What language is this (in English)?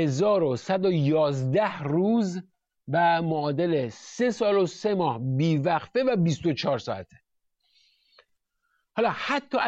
Persian